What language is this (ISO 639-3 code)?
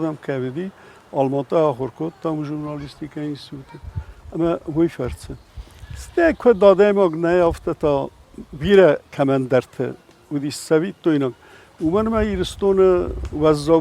oss